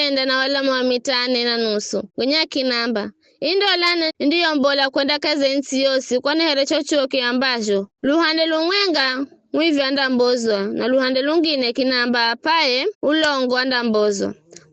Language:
Giryama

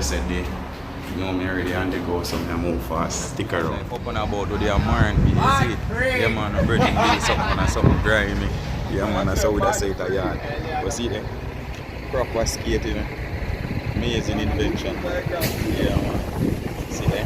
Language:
Jamaican Creole English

